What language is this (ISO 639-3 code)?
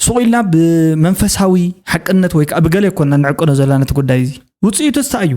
tir